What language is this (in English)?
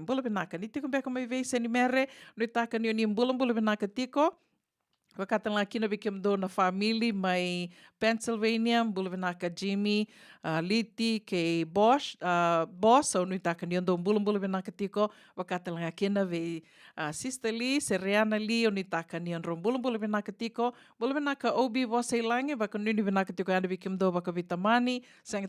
Fijian